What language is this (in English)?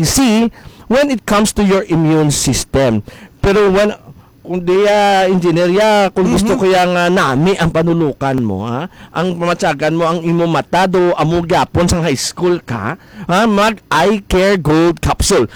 Hiligaynon